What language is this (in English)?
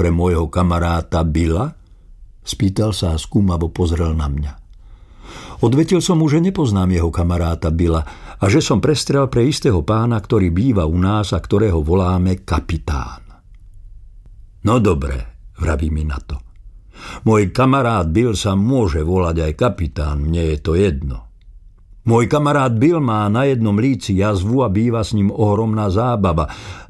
Slovak